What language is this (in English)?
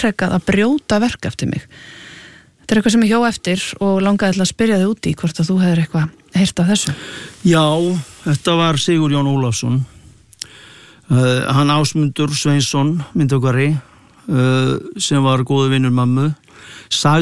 Icelandic